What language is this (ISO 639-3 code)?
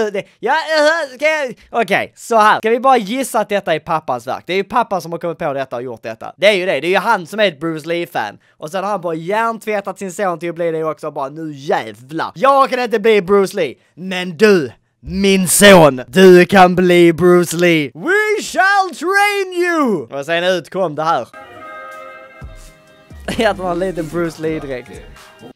swe